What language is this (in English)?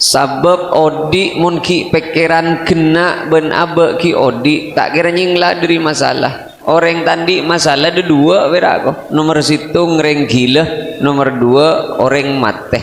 Madurese